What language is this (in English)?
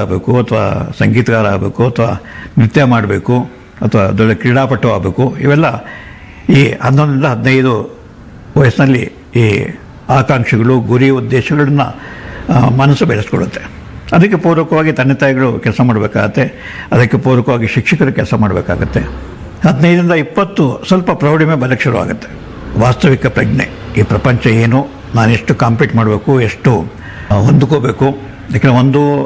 Kannada